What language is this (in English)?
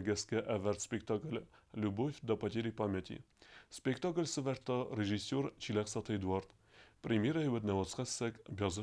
Ossetic